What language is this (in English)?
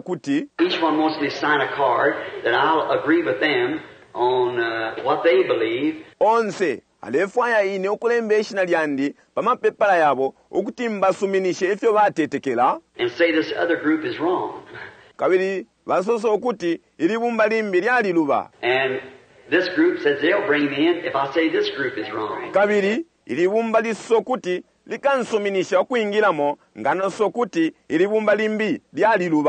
Bemba